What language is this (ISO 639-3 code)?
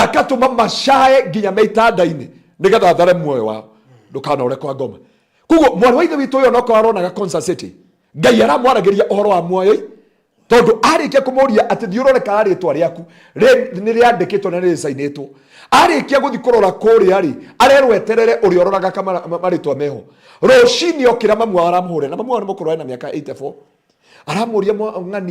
kik